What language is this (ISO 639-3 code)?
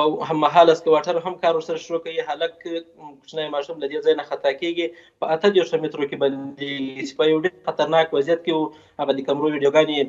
pus